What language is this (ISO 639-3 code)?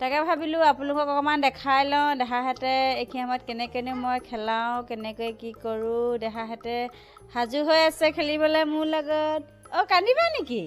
asm